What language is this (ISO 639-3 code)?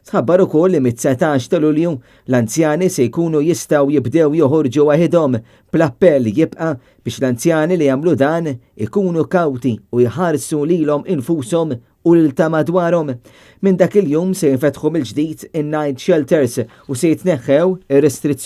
mlt